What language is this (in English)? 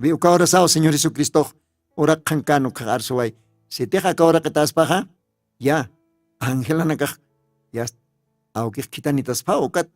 Aymara